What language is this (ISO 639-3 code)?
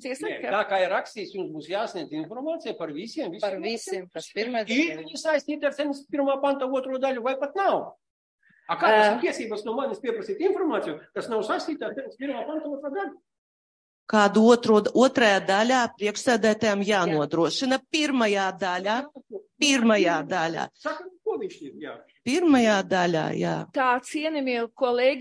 lav